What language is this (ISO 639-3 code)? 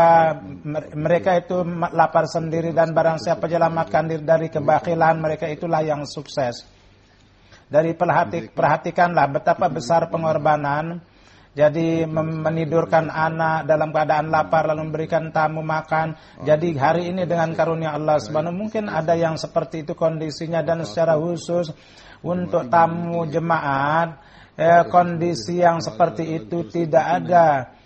ind